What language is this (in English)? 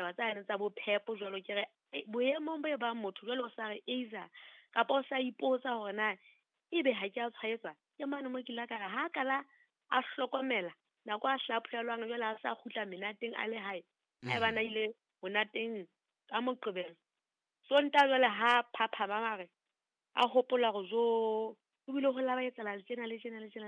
Southern Sotho